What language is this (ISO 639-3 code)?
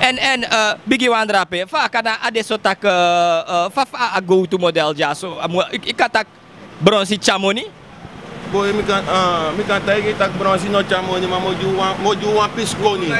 srn